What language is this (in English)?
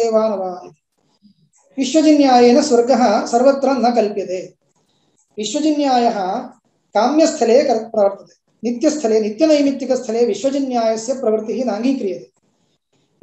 Sanskrit